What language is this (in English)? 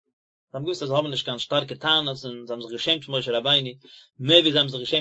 Yiddish